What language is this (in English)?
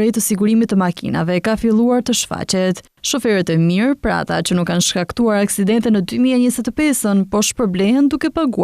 Albanian